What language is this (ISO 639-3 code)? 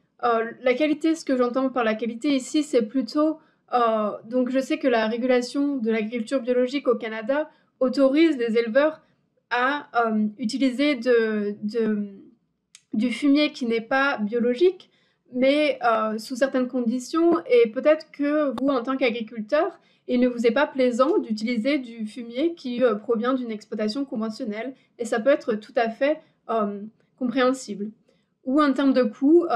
fra